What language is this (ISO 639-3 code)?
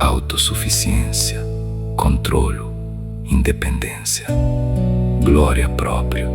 kea